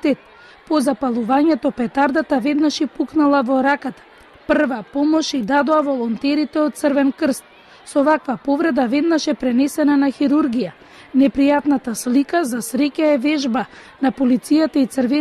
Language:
Macedonian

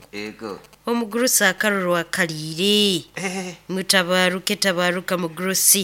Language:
Nyoro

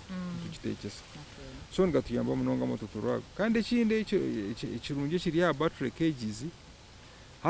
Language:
Nyankole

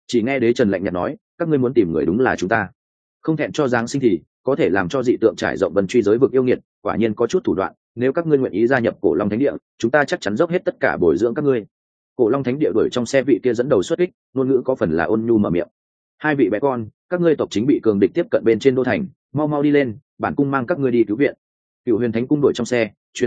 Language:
Vietnamese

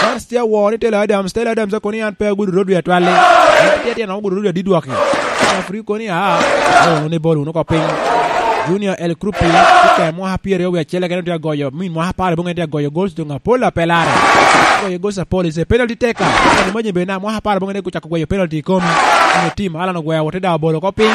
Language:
Lango (Uganda)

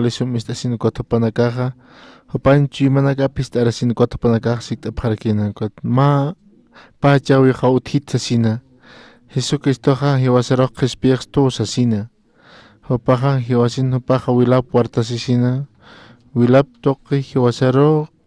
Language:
Aymara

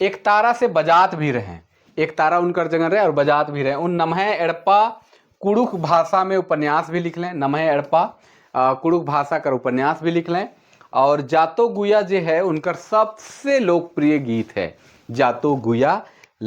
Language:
Sadri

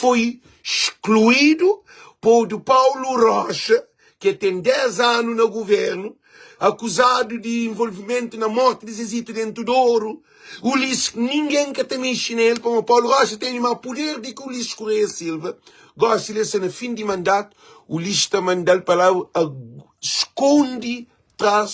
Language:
Kabuverdianu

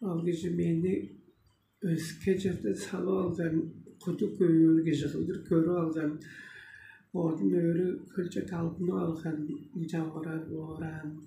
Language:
Tuvinian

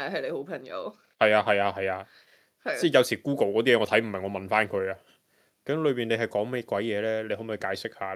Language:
Cantonese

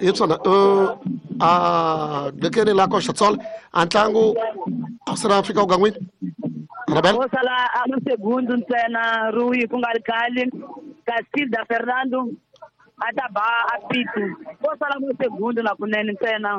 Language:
Tsonga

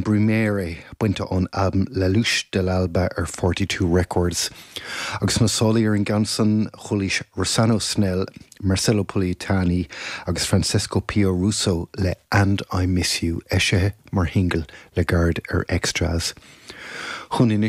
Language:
Irish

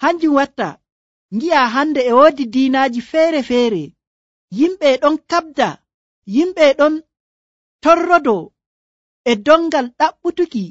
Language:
Nigerian Fulfulde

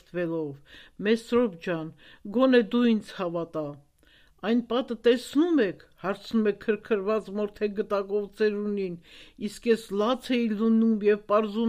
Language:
Armenian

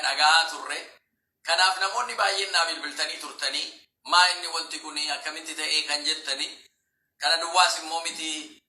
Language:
Oromo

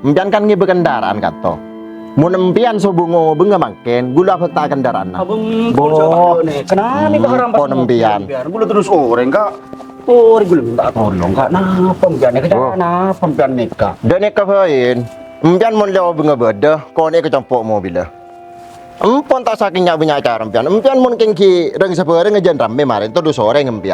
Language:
Madurese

